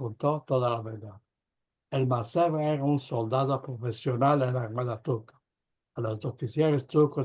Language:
Ladino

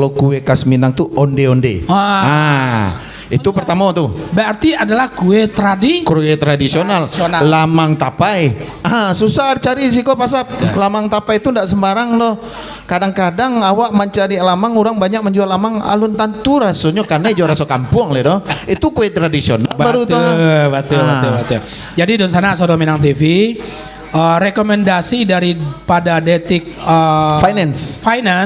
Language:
Minangkabau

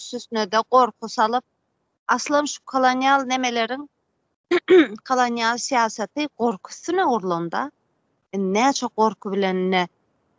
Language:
Turkmen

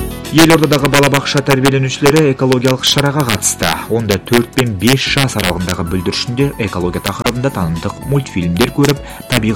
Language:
Kazakh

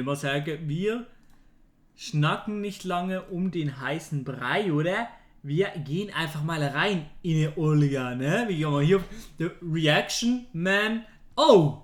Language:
Swiss German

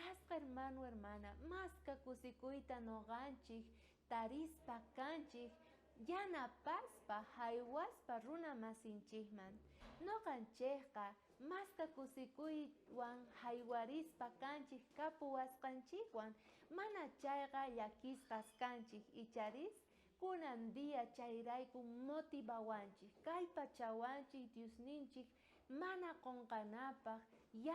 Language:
South Bolivian Quechua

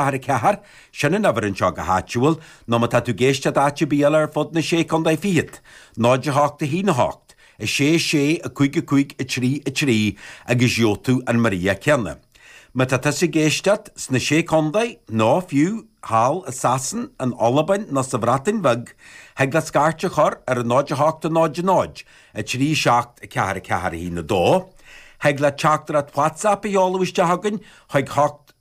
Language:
Irish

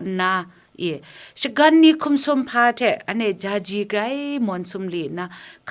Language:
Kachin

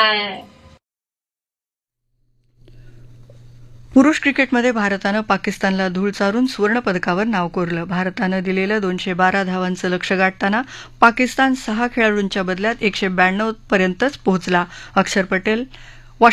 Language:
Marathi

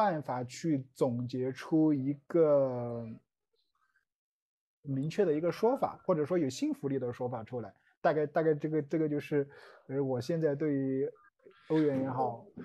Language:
Chinese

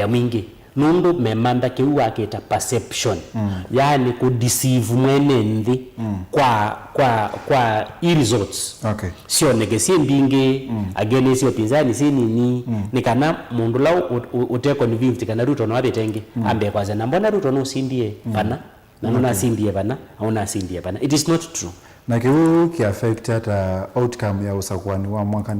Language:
Kamba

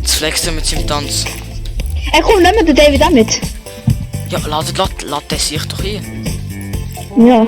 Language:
Swiss German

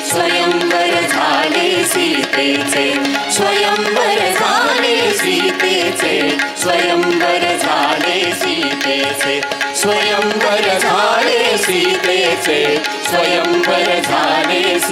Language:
Marathi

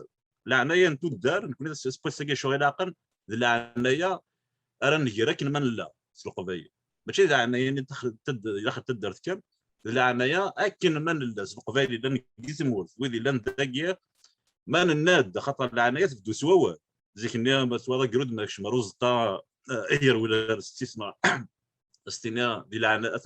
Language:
Kabyle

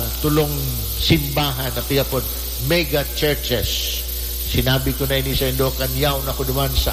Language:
Bikol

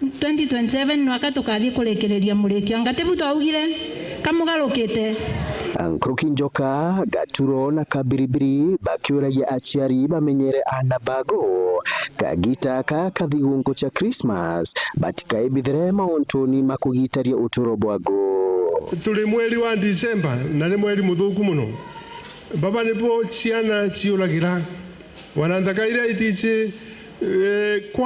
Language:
Meru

